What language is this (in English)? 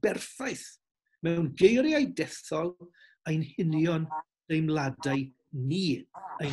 Welsh